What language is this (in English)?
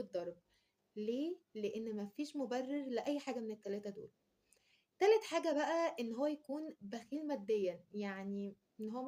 Egyptian Arabic